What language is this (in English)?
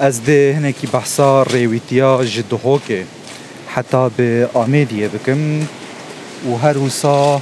Kurdish